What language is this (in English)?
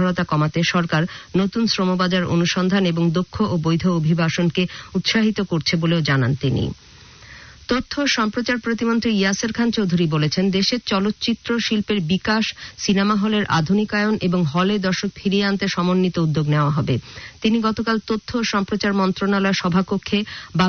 Bangla